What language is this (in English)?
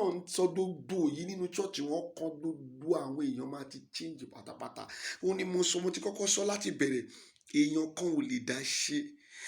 Yoruba